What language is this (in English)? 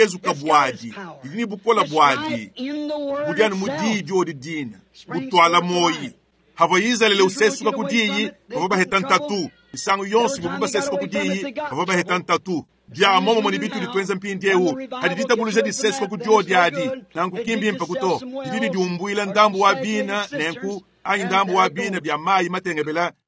Luba-Lulua